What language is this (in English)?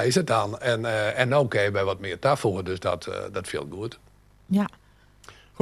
Western Frisian